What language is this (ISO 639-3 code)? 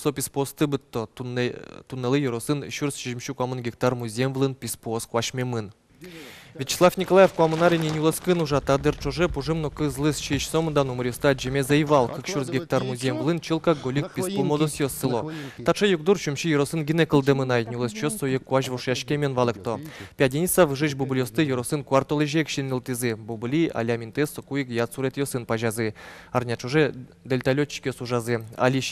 udm